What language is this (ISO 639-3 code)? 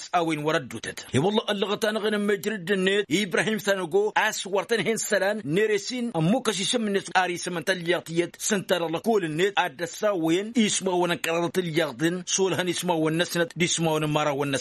taq